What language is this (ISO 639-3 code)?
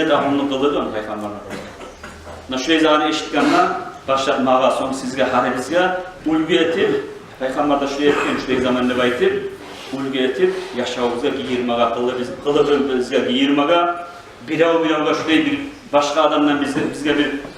kum